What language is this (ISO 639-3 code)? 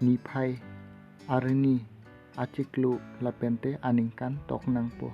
mjw